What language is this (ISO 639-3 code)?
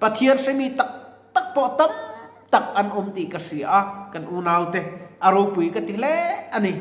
lus